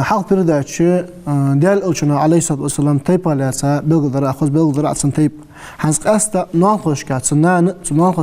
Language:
Ingush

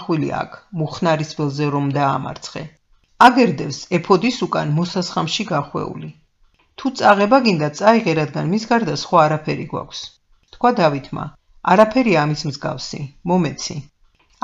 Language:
Georgian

